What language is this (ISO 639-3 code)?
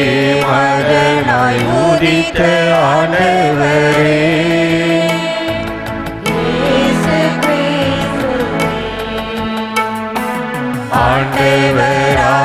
tam